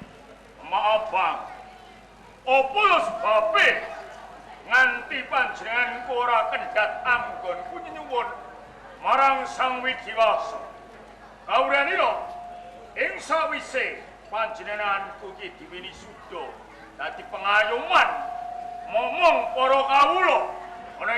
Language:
Javanese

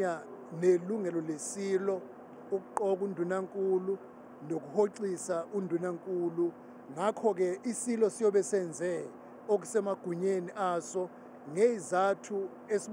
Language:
Zulu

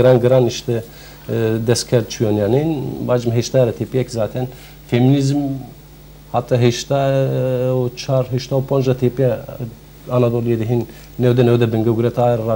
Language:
Zaza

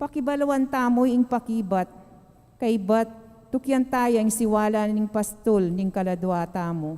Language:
Pampanga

